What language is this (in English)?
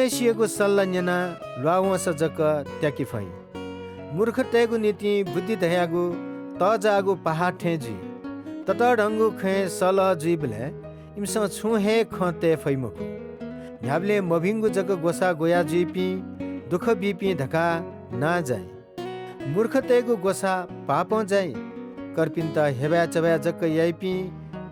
Newari